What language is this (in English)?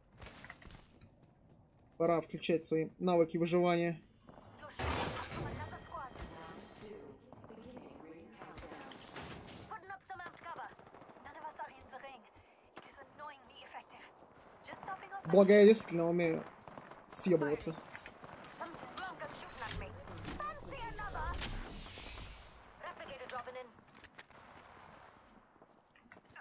Russian